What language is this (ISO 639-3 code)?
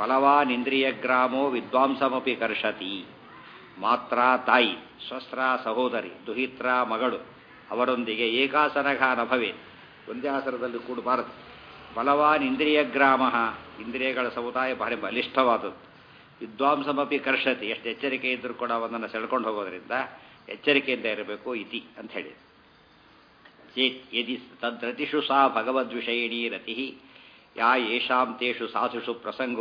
kan